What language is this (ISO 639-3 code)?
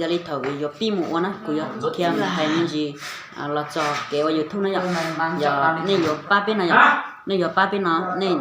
hmn